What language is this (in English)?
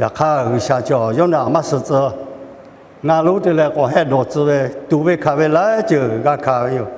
Lahu